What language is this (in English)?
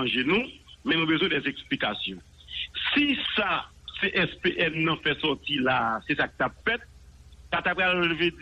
Haitian Creole